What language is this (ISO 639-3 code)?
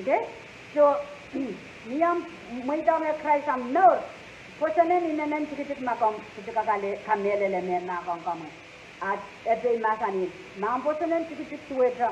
pon